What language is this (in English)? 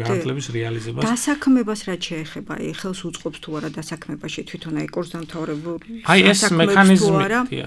Georgian